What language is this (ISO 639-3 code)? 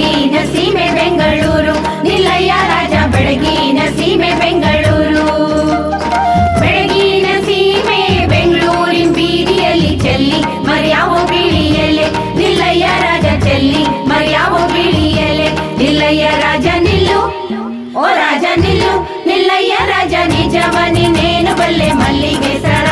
kan